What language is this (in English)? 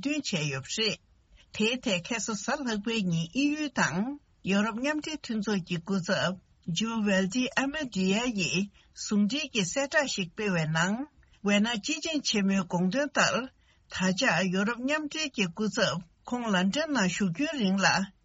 Tibetan